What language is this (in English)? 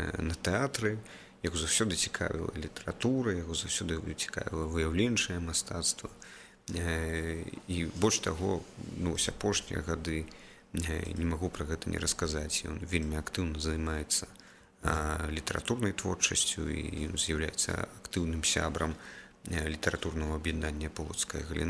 Belarusian